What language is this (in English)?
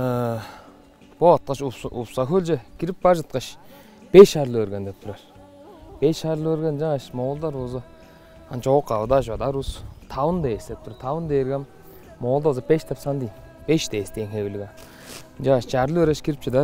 Tuvinian